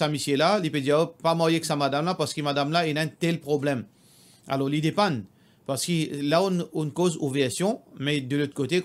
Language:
Morisyen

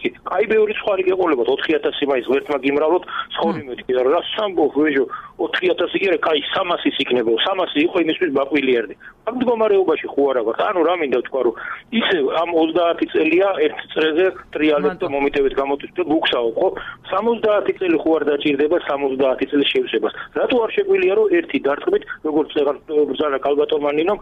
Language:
Georgian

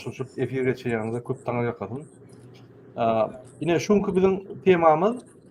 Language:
Turkmen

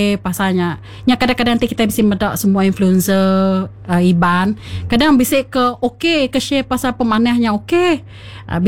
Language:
Iban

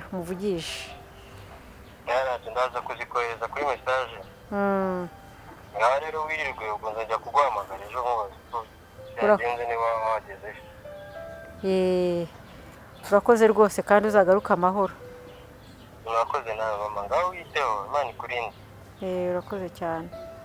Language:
Kinyarwanda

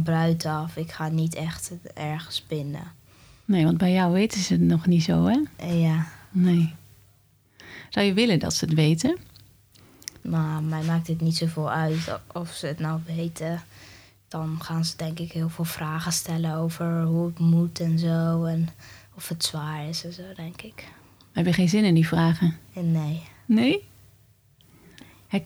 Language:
Dutch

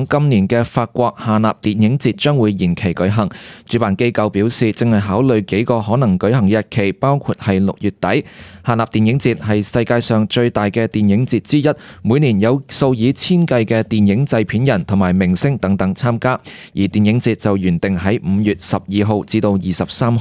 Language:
Cantonese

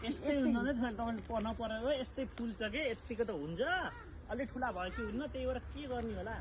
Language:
Nepali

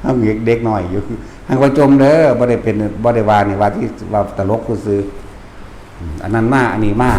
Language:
Northeastern Thai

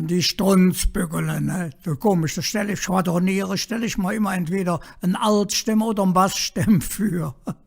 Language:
Colognian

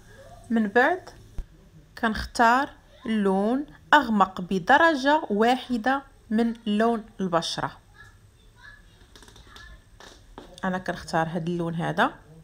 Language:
Moroccan Arabic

